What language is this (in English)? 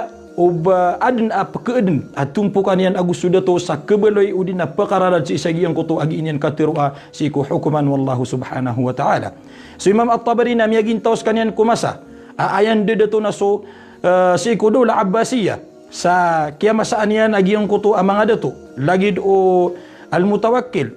Maranao